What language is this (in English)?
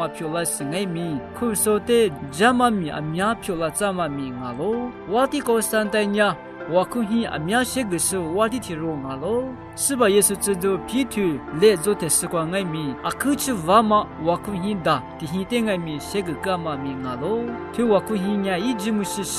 Lisu